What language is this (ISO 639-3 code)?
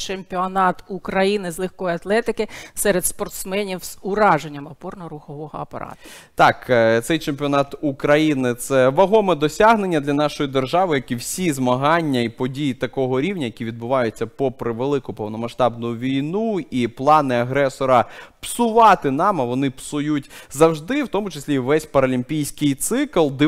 ukr